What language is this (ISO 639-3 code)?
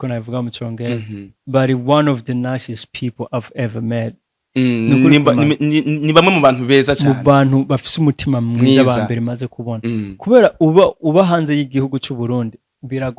run